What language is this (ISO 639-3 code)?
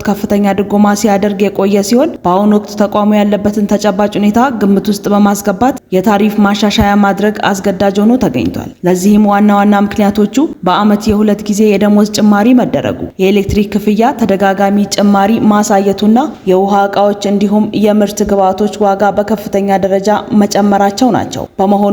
amh